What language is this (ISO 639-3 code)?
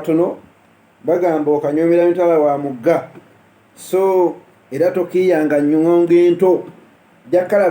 lug